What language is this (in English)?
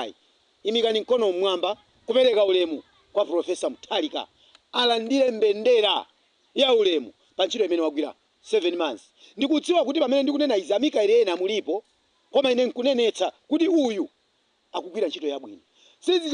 Nyanja